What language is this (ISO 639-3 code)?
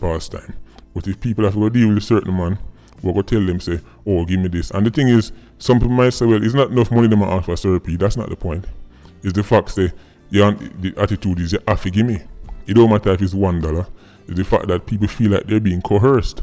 jam